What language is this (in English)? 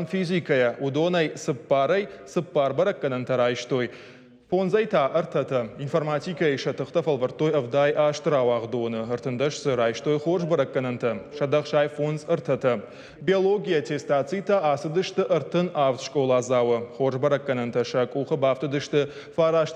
Ossetic